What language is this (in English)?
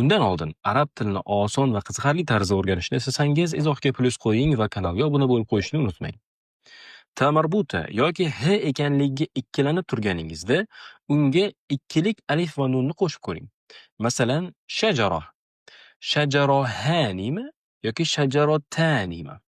Uzbek